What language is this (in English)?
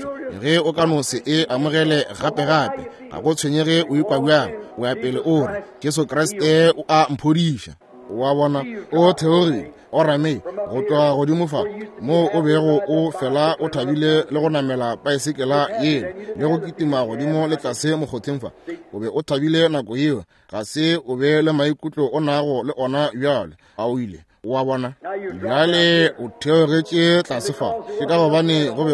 Northern Sotho